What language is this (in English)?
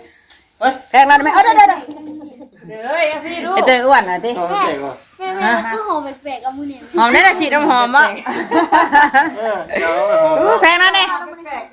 Northeastern Thai